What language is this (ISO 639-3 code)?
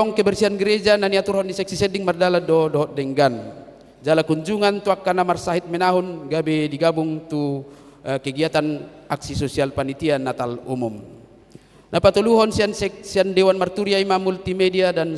bbc